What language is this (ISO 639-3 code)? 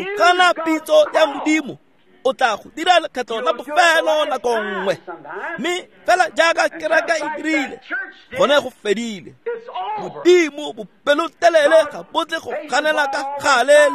tsn